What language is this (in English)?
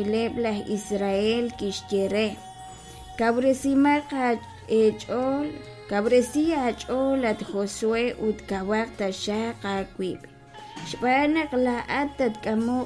Kekchí